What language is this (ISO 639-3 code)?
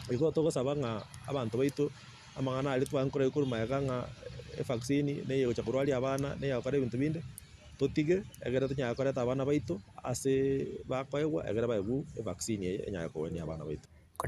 guz